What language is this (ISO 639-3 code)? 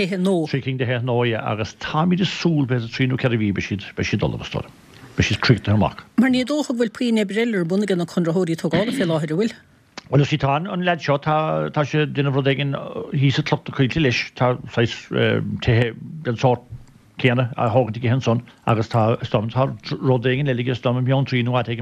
gle